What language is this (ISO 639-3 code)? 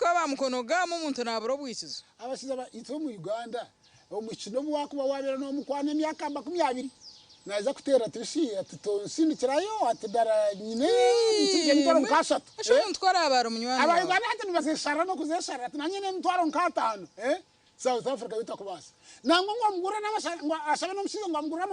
nyn